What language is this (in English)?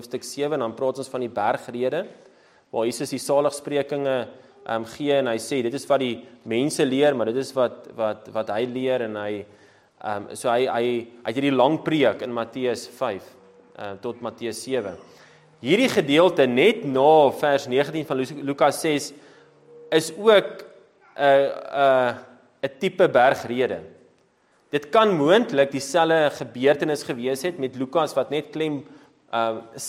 Afrikaans